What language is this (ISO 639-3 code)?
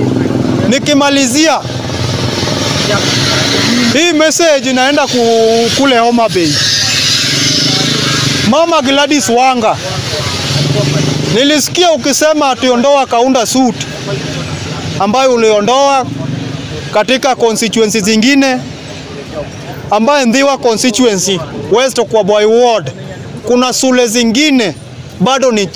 swa